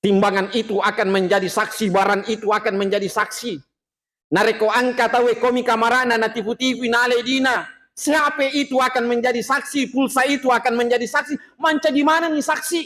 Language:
Buginese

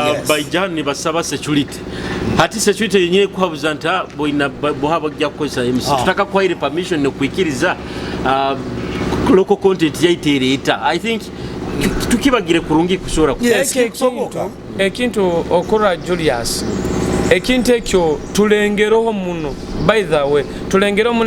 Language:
Nyoro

